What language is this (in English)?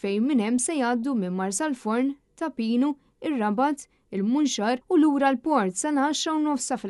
Maltese